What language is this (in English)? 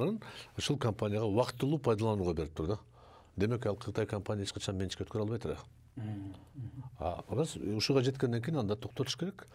Kyrgyz